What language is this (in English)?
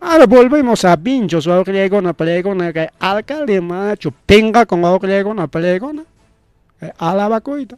Ayacucho Quechua